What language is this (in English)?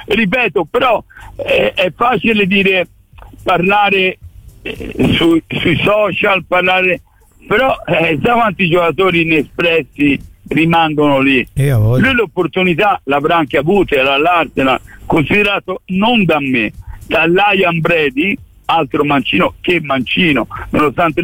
Italian